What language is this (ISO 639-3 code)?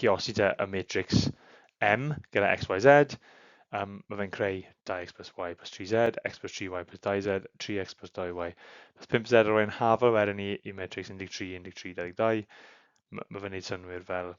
cym